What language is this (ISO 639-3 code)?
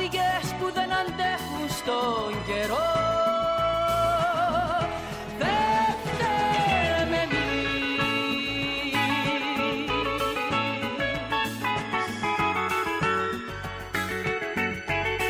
ell